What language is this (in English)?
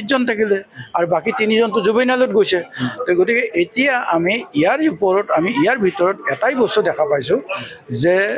Assamese